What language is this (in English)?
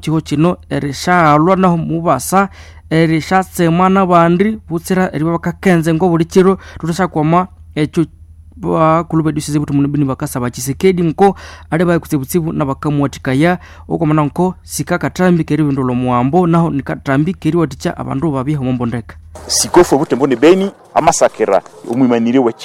Nande